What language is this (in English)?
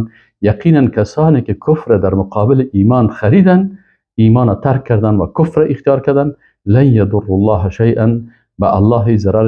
Persian